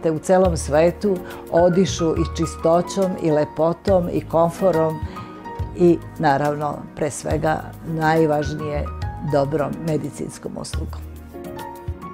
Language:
Serbian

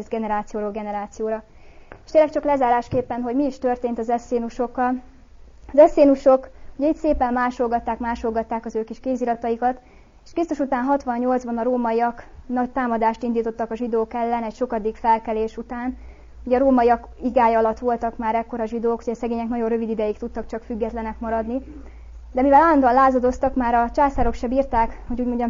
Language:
Hungarian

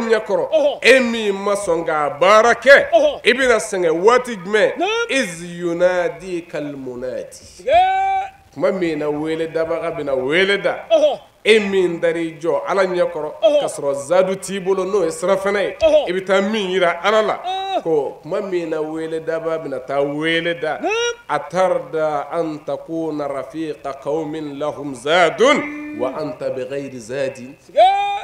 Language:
Bambara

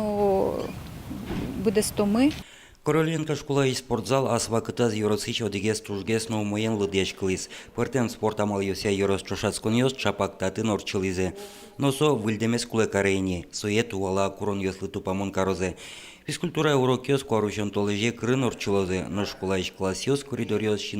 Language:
Udmurt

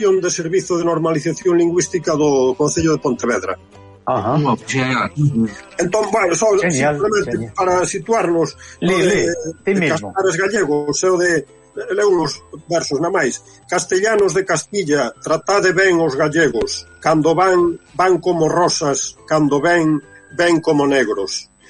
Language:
Galician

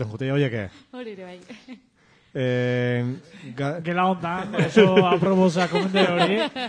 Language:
Basque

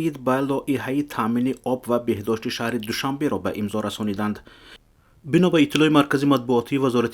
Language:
Tajik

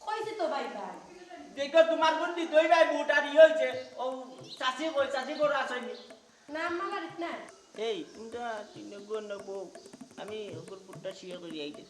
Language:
Sylheti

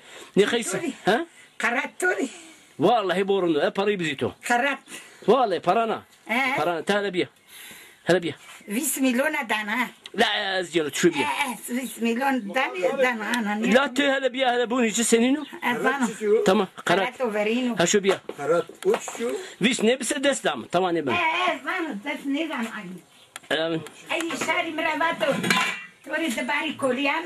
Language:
Zaza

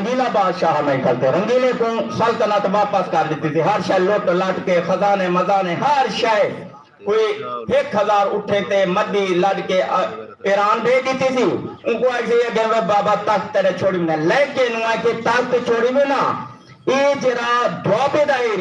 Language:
Saraiki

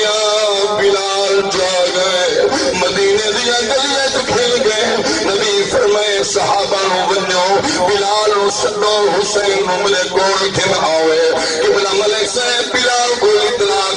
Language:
Saraiki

